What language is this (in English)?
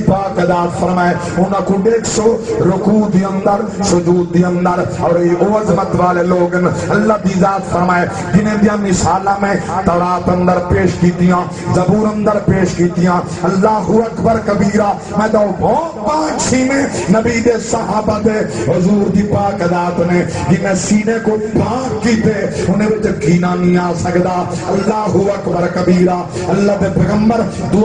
Saraiki